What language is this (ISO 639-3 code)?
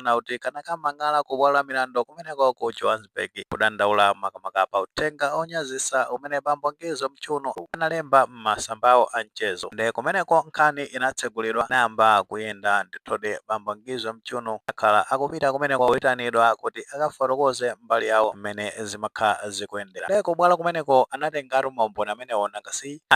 nya